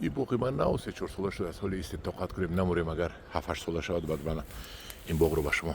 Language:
Tajik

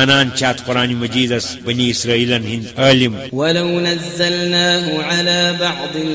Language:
Kashmiri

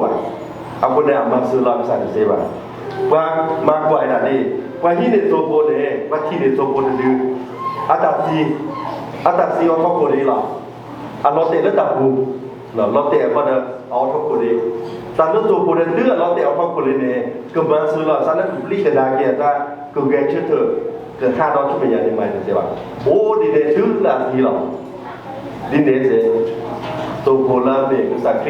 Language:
S'gaw Karen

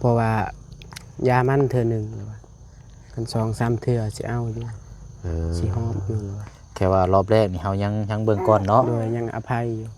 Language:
Lao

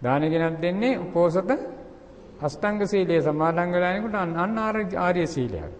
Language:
Sinhala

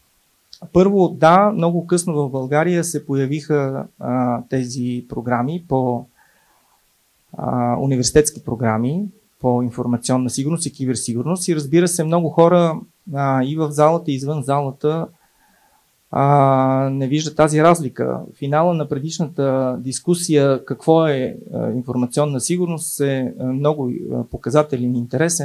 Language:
Bulgarian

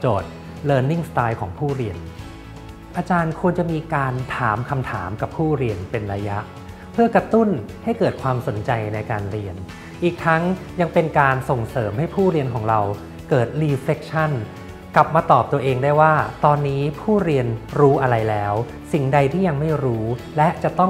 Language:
Thai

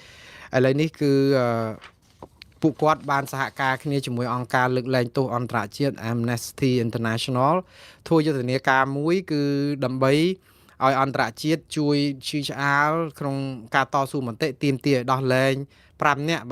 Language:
Khmer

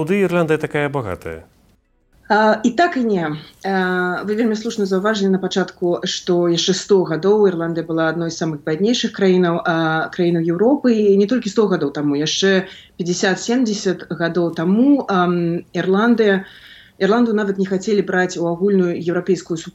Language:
Belarusian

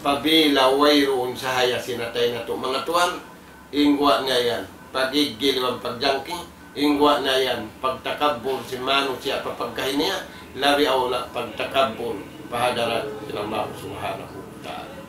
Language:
Tausug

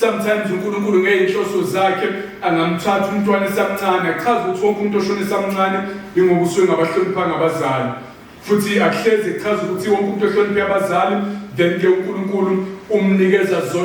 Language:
Zulu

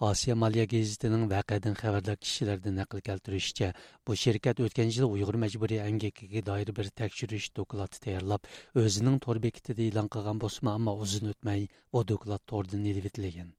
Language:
Uyghur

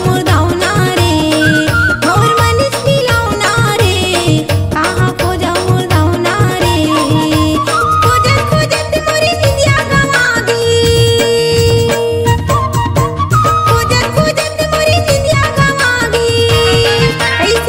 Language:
Chhattisgarhi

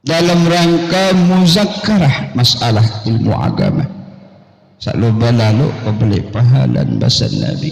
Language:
Sasak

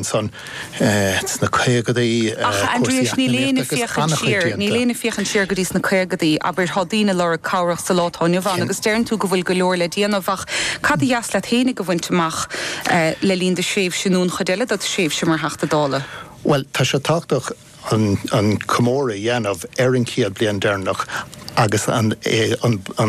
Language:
Irish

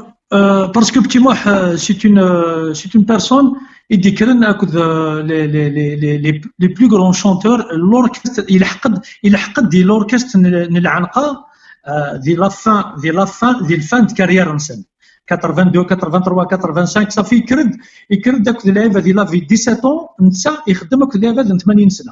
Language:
Kabyle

